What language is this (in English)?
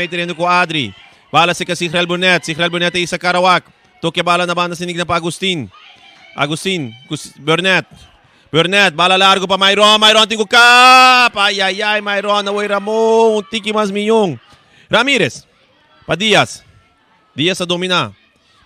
Papiamento